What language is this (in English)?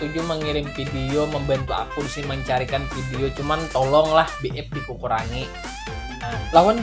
Banjar